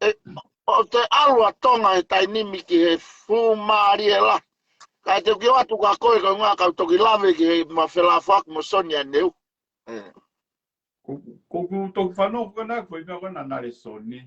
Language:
Tongan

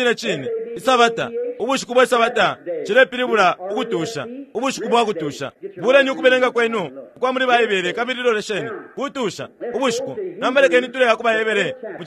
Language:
Bemba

